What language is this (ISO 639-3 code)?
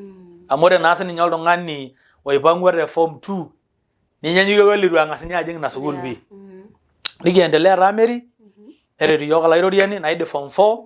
mas